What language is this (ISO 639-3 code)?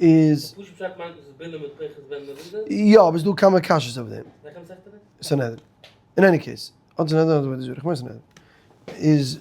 yid